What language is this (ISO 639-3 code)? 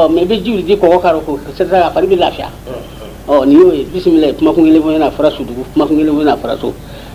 bam